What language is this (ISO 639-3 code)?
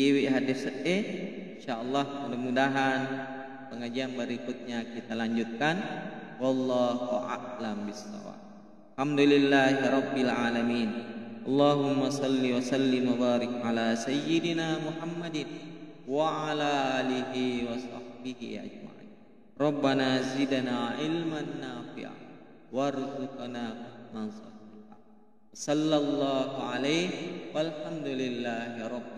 bug